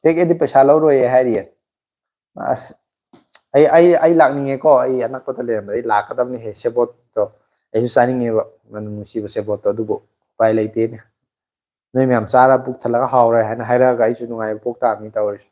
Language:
Manipuri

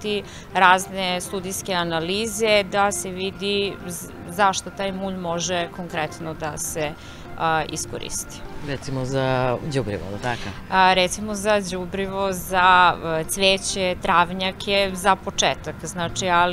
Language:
Serbian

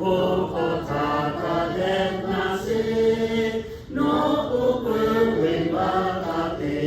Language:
Lahu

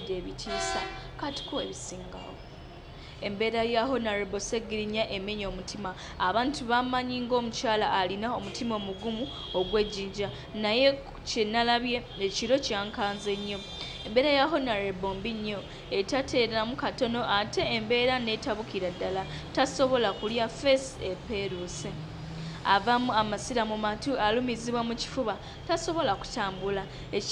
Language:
Ganda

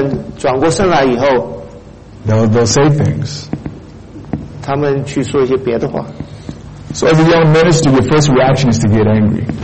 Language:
Chinese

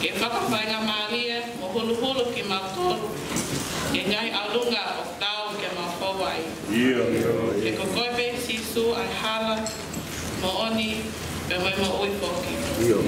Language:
Tongan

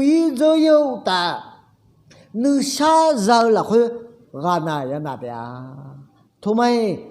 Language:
Akha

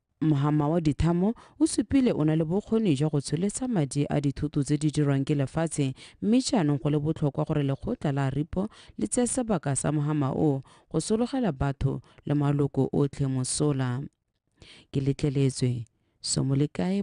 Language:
Tswana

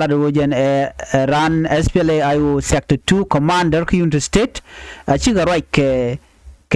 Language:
Nuer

